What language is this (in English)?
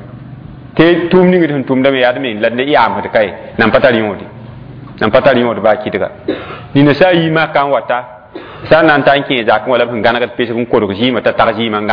Mossi